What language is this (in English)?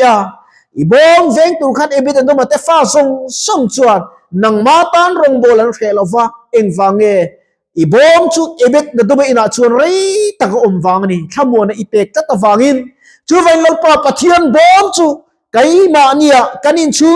Mizo